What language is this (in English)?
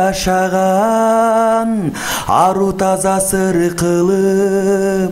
Kyrgyz